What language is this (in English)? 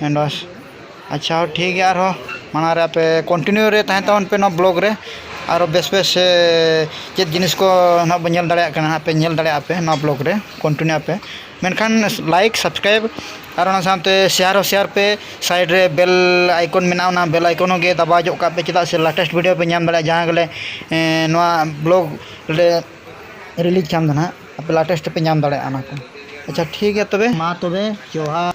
Santali